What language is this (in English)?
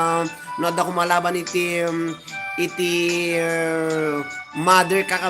Iloko